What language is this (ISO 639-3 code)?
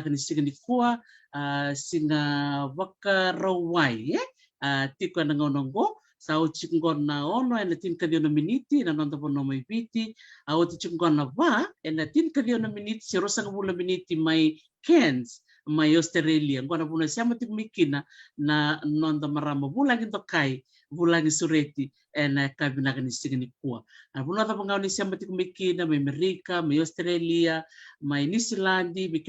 fij